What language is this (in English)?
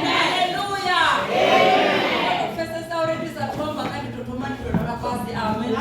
Venda